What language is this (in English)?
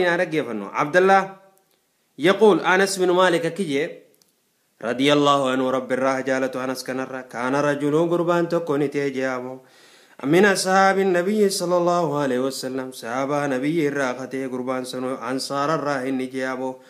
Oromo